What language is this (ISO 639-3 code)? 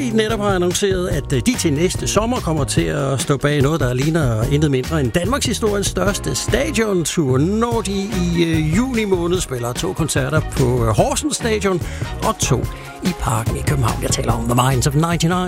dan